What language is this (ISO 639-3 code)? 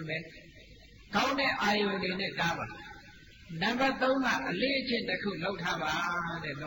mya